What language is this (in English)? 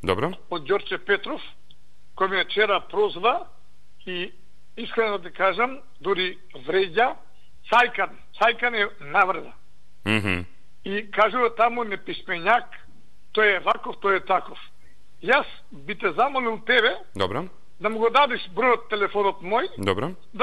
Macedonian